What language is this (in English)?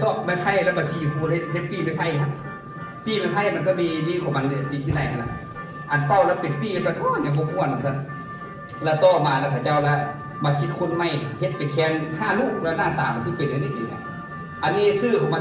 Lao